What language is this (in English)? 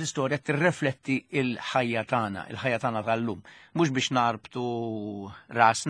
Maltese